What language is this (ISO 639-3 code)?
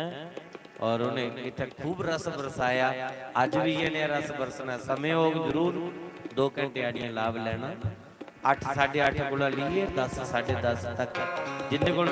doi